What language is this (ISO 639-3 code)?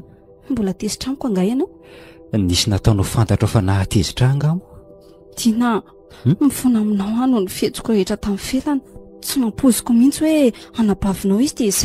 mlg